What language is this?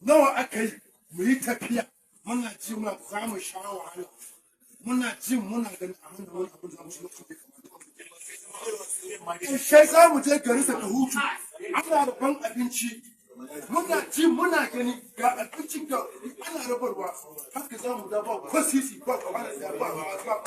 Hausa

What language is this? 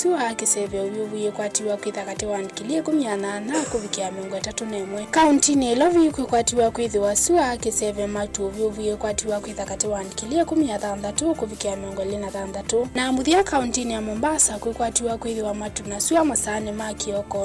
Kamba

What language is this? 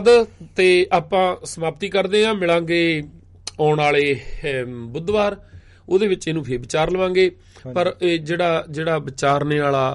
Punjabi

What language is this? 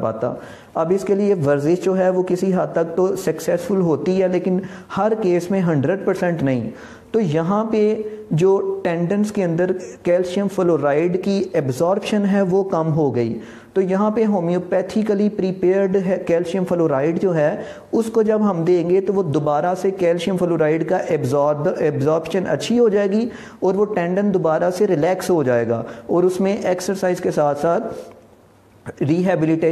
Urdu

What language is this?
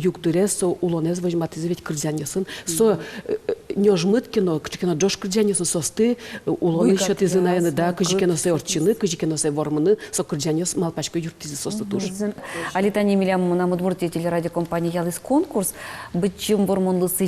Udmurt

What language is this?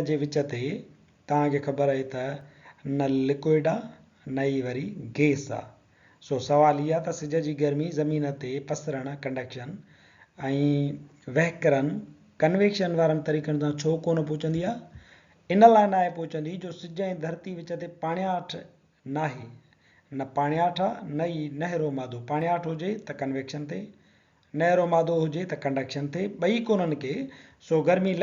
Sindhi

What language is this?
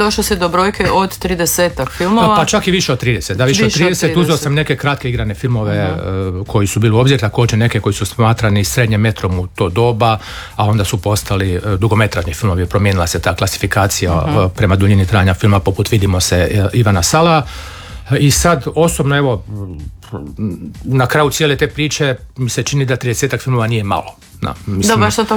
Croatian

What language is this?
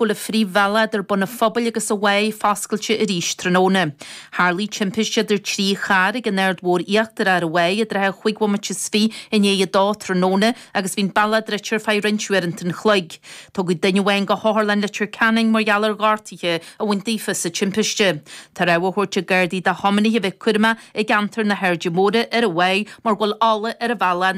Irish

